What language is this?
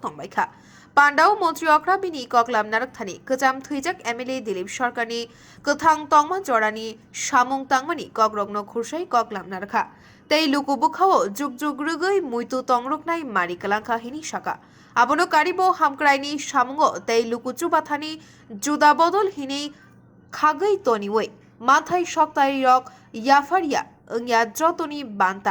Kok Borok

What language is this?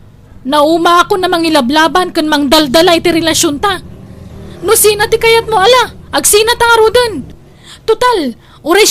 Iloko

